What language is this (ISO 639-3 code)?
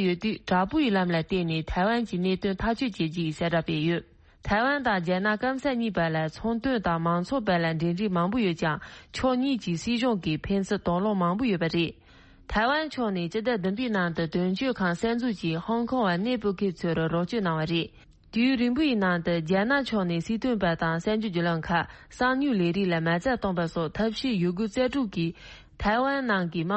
bod